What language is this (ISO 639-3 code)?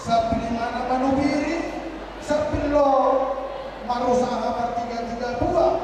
bbc